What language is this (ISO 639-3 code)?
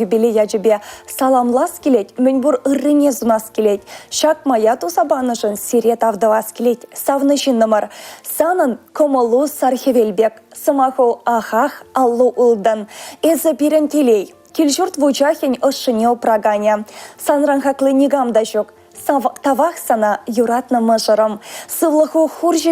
chv